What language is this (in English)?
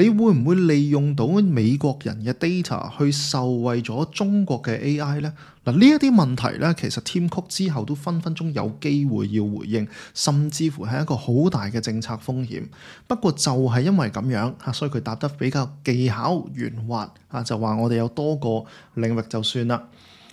Cantonese